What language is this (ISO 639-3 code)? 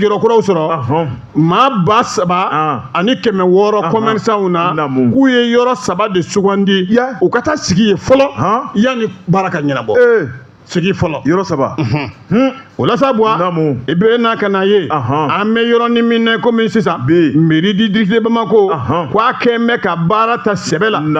bam